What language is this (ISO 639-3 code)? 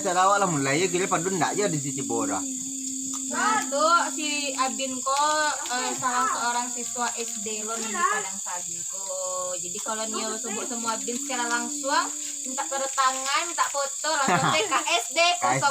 min